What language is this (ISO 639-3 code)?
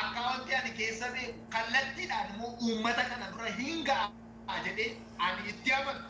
orm